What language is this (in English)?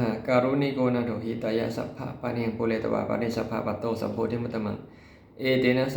Pali